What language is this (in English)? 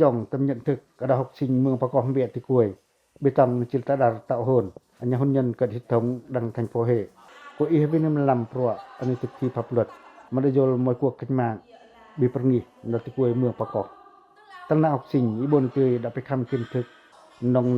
Pacoh